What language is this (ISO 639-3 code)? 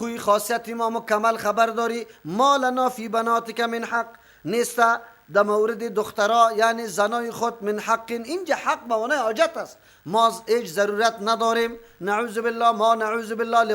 fas